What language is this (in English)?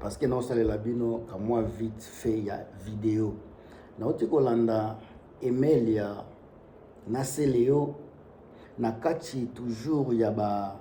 Lingala